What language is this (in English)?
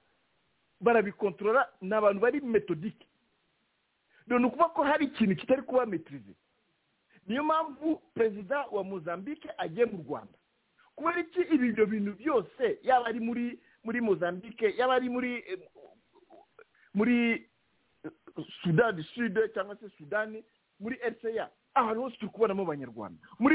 Kinyarwanda